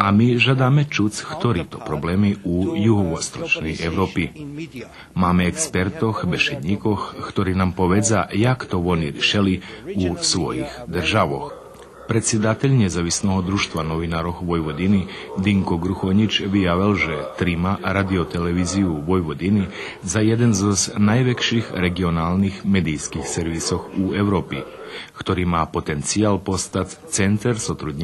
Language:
Rusyn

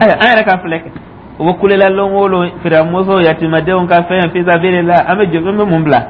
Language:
Dyula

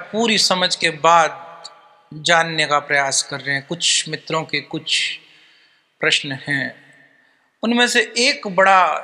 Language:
Hindi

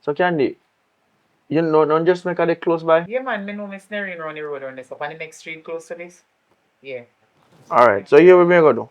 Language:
Jamaican Creole English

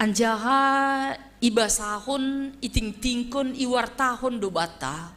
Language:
Batak Simalungun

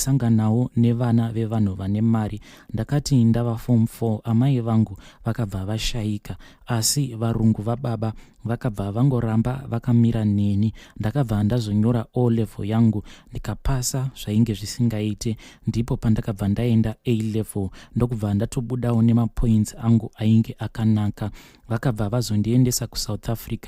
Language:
Shona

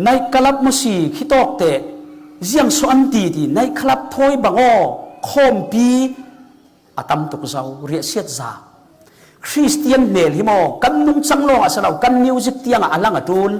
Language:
Falam Chin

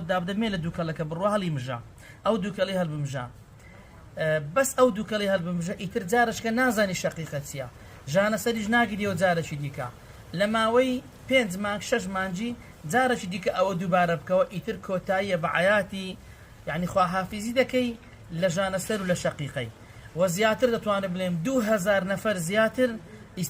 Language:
Central Kurdish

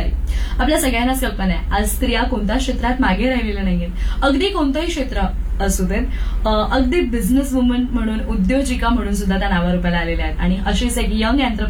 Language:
Marathi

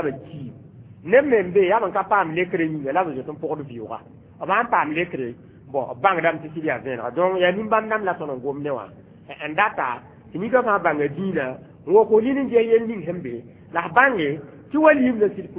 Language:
Mossi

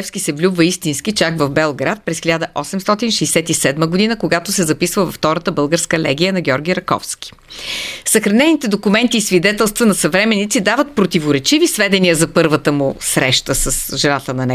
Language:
Bulgarian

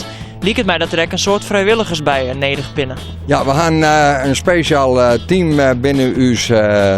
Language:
Western Frisian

